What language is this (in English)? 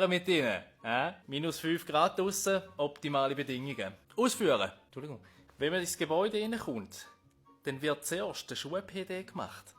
Swiss German